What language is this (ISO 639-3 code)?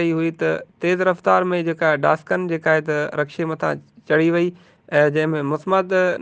snd